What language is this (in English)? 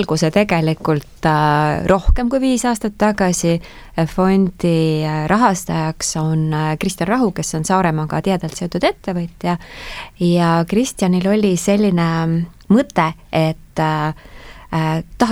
Estonian